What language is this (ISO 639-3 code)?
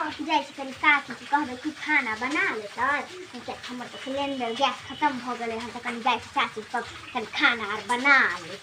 mai